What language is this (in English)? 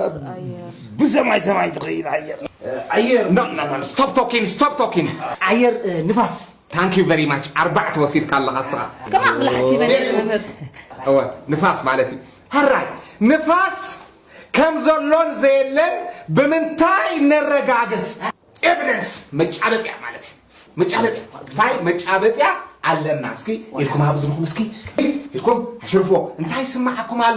Tigrinya